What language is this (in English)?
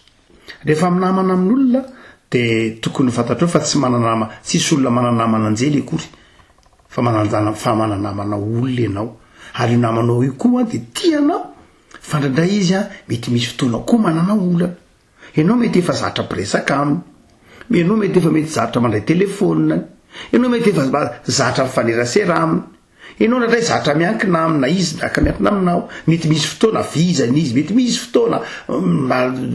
Malagasy